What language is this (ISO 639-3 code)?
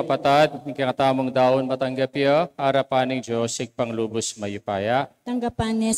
pam